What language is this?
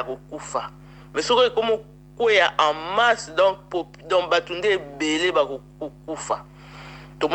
Lingala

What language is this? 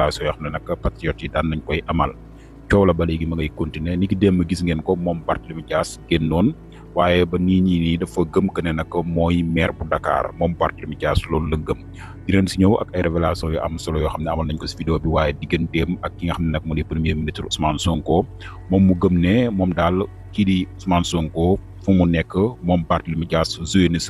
Wolof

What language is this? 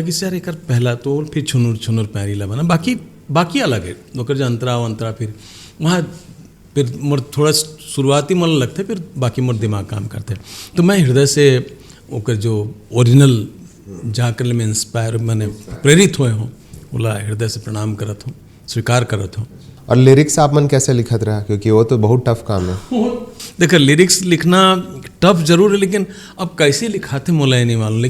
Chhattisgarhi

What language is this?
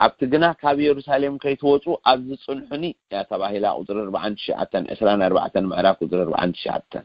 Tigrinya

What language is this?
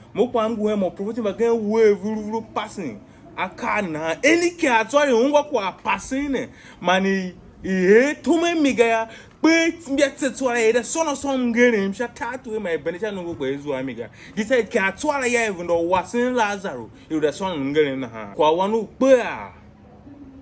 Tiv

